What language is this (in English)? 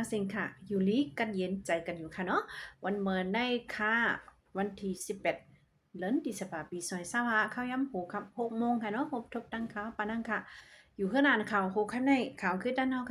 Shan